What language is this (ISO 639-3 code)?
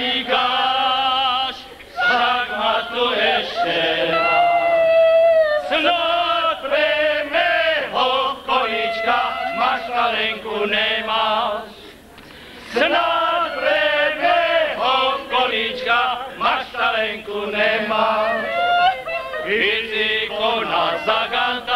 slk